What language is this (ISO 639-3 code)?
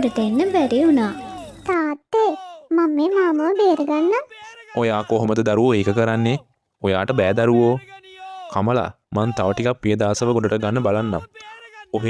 sin